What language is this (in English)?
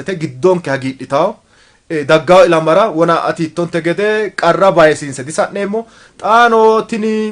Sidamo